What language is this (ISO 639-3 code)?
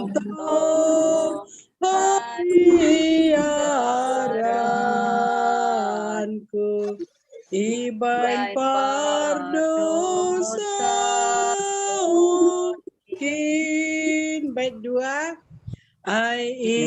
bts